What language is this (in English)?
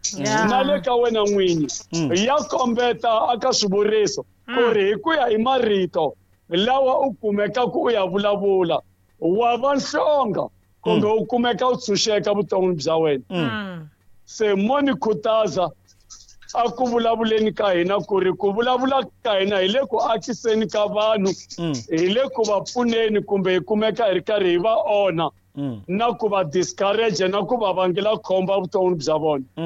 Tsonga